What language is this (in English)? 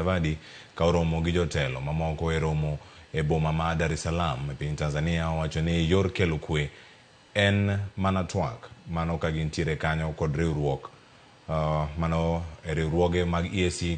Luo (Kenya and Tanzania)